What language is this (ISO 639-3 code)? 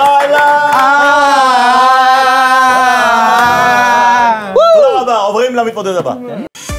heb